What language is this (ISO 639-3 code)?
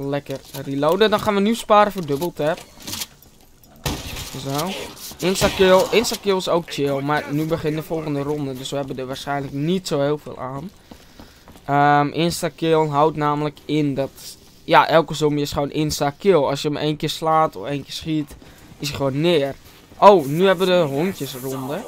nld